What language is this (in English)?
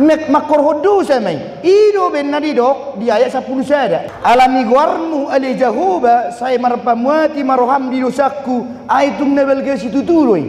Batak Toba